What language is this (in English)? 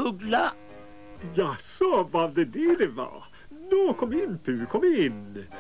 Swedish